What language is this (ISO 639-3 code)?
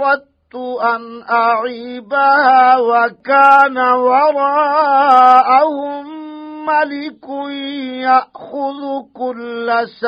ara